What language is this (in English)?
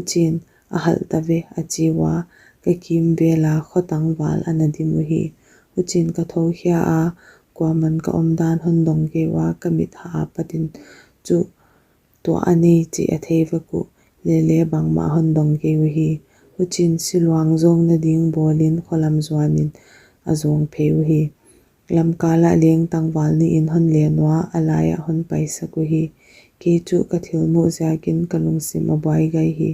Paite Chin